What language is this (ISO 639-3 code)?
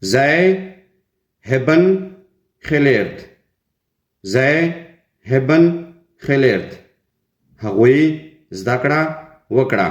pus